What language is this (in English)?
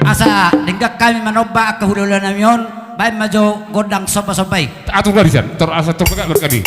Batak Toba